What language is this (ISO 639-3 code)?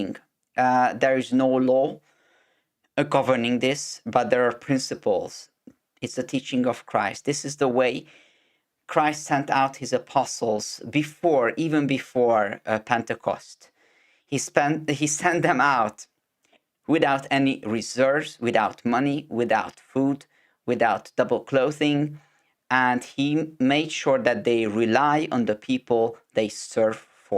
eng